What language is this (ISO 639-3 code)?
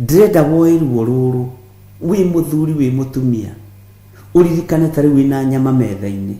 kik